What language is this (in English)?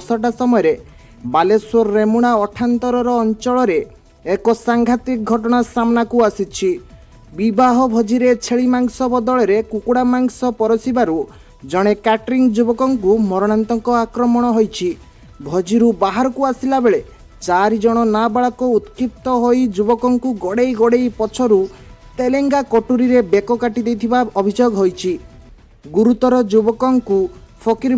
Odia